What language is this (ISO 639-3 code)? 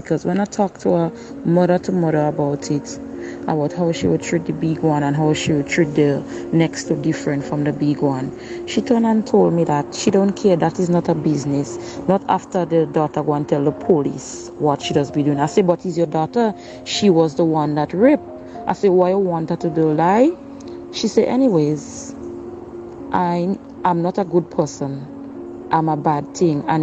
jam